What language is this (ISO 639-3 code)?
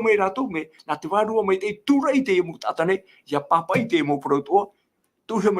tah